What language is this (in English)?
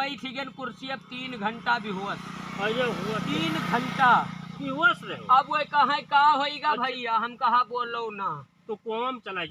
Awadhi